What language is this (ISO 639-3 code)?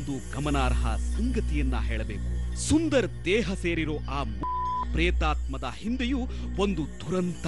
kan